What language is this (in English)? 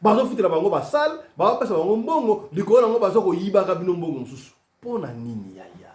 Lingala